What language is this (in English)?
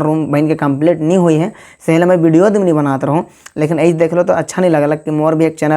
Sadri